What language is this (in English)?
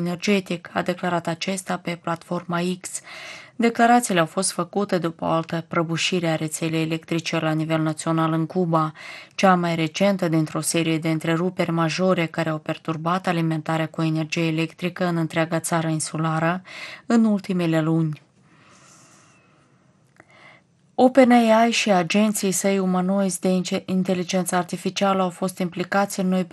Romanian